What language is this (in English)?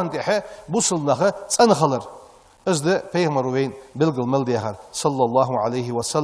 Ingush